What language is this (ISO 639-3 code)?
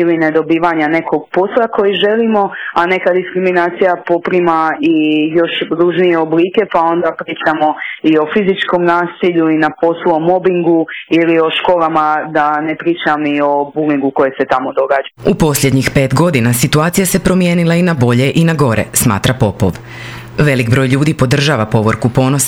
hrv